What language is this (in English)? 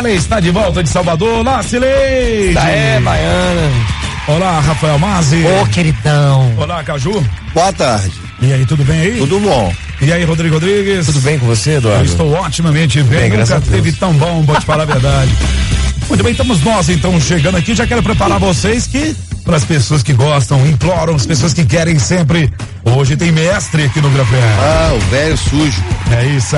Portuguese